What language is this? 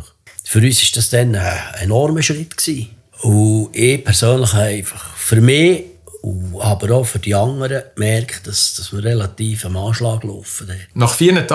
Swiss German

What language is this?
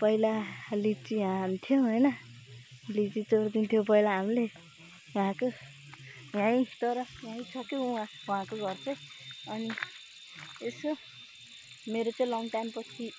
Nepali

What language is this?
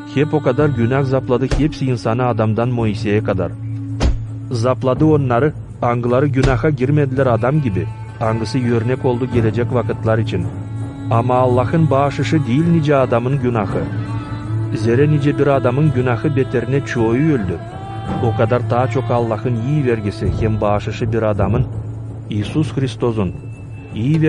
Gagauz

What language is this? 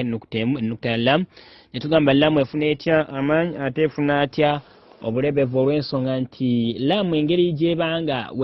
Ganda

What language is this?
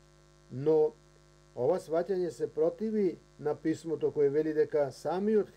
Macedonian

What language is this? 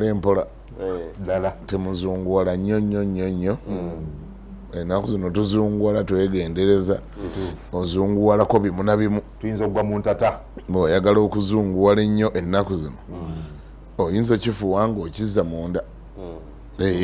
Ganda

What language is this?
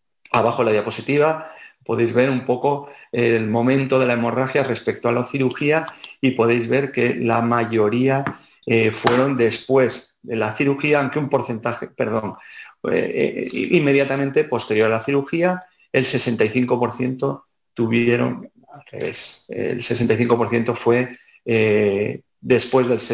Spanish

